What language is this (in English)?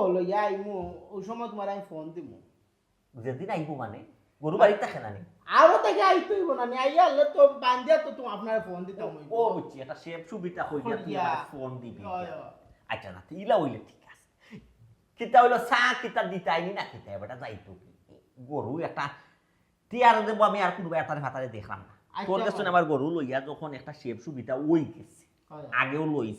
Sylheti